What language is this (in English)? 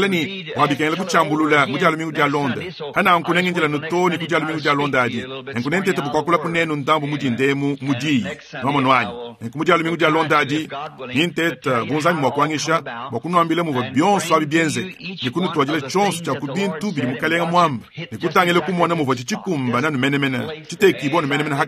Luba-Lulua